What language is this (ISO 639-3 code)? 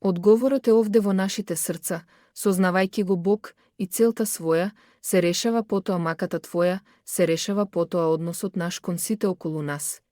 mkd